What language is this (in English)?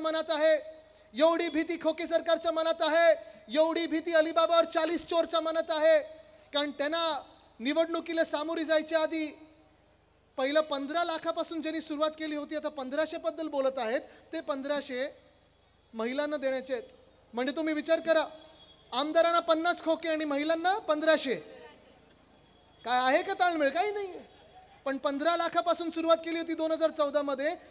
Marathi